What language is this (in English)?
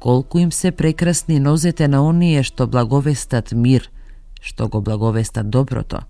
Macedonian